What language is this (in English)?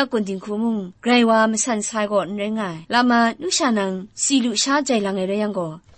Kachin